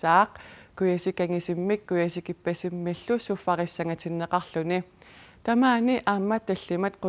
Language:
Kalaallisut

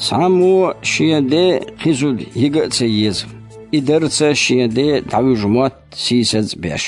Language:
Chechen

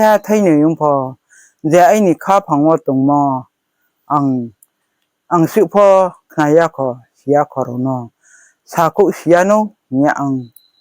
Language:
Riang (India)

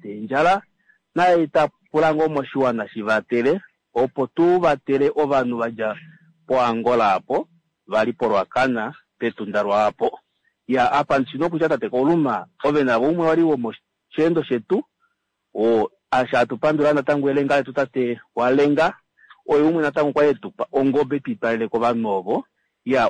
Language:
Kuanyama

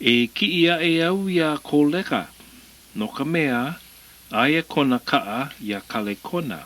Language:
Hawaiian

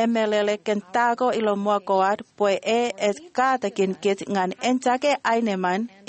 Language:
Marshallese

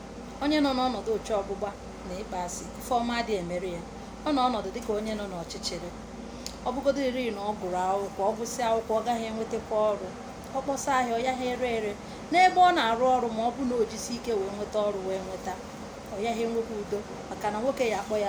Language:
Igbo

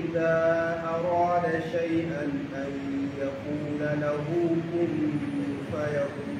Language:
Hausa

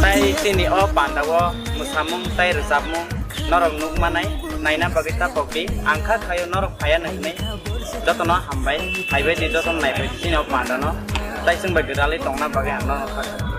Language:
Kok Borok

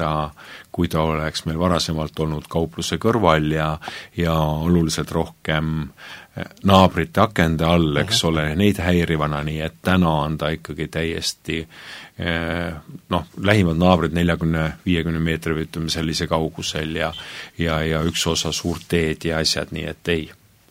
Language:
Estonian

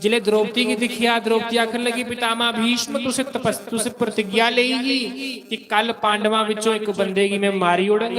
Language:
Dogri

